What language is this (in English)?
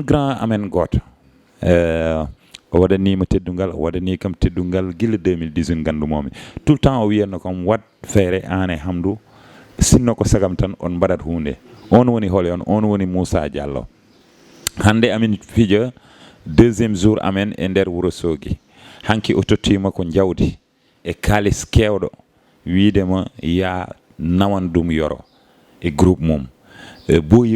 Fula